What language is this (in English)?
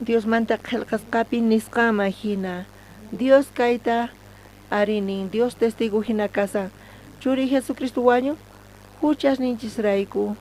South Bolivian Quechua